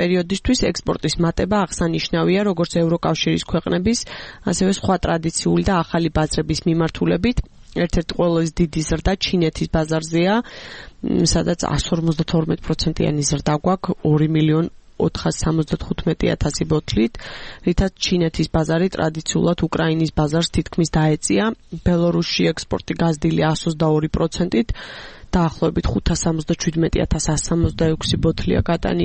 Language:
Georgian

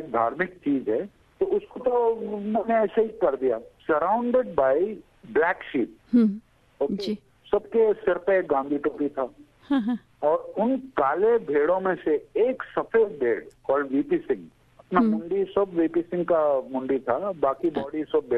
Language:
Hindi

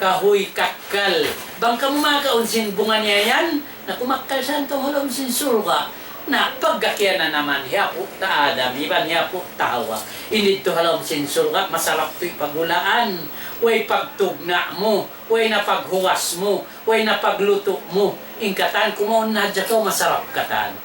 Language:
Tausug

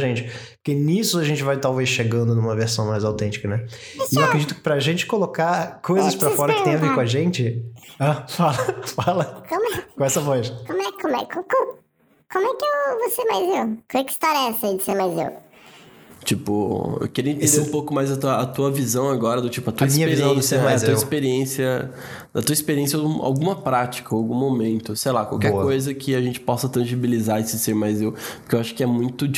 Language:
Portuguese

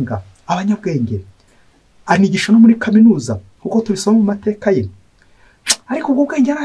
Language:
Kinyarwanda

